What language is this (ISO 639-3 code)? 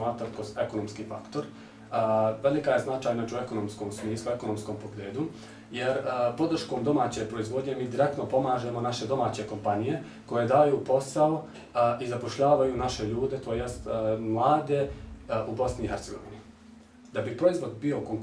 bos